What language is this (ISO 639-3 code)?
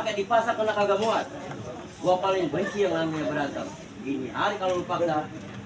bew